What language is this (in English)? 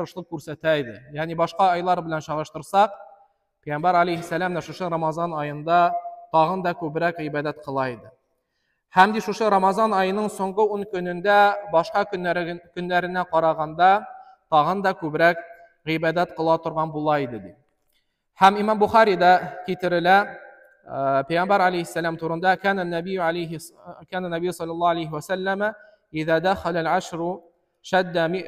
Tatar